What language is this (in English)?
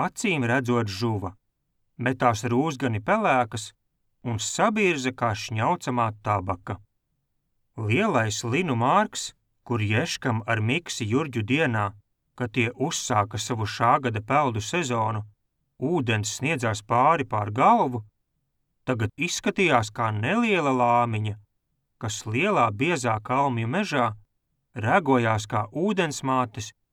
Latvian